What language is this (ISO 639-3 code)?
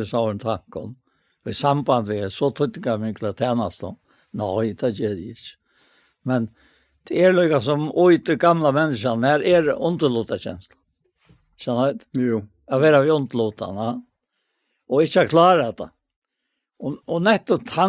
fao